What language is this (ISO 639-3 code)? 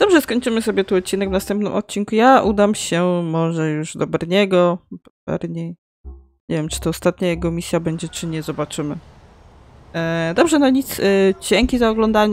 pol